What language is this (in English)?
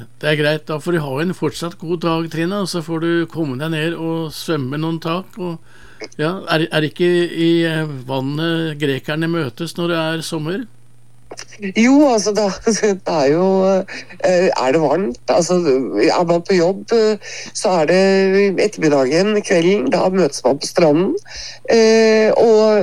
Norwegian